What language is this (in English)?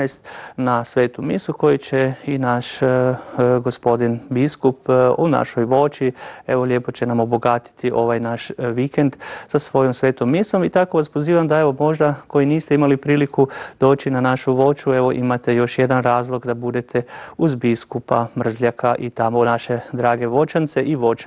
Croatian